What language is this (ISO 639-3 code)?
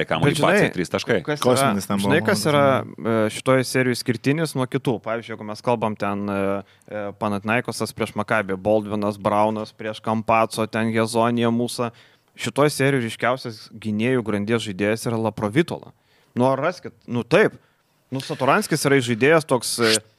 lit